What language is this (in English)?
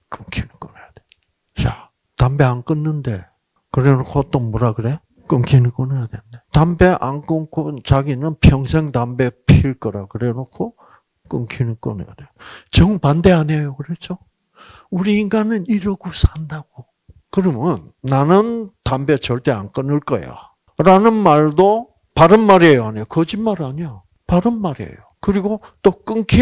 Korean